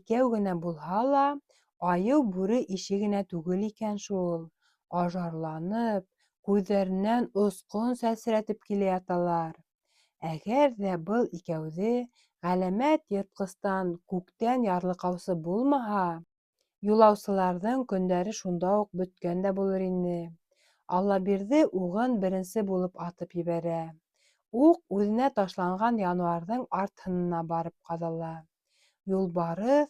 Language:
Bashkir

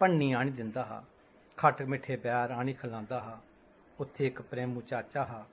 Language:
Dogri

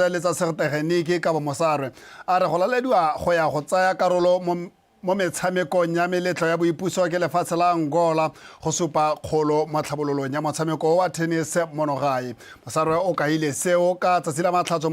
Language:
Tswana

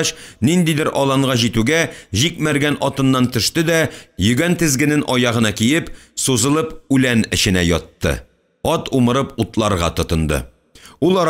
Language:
Tatar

